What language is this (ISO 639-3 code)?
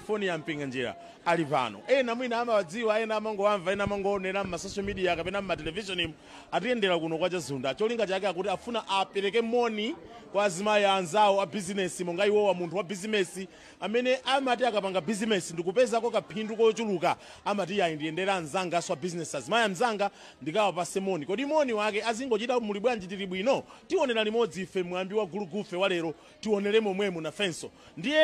nya